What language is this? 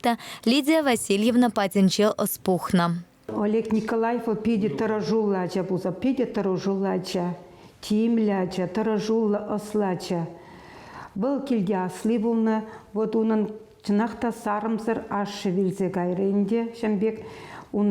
Chuvash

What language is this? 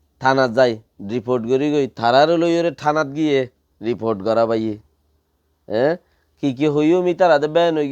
Rohingya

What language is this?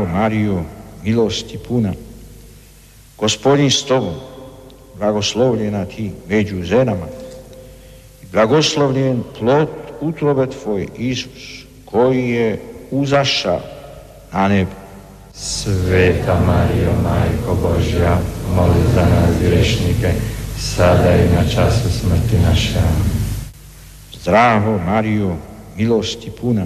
Croatian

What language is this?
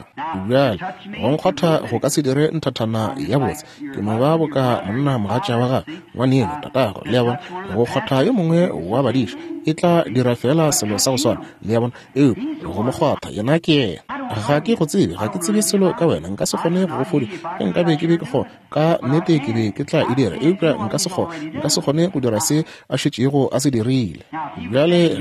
Northern Sotho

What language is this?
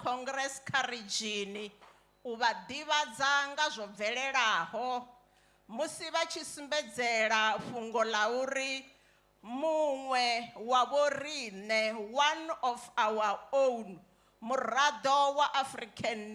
Venda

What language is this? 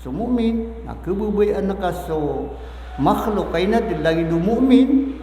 Maranao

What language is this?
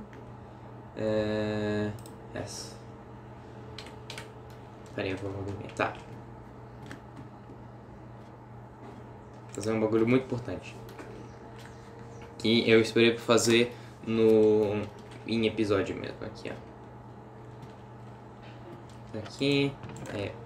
Portuguese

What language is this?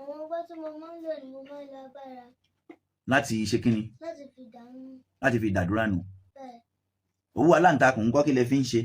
Yoruba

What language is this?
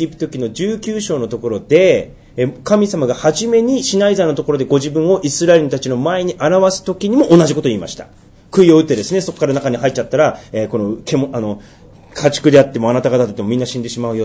Japanese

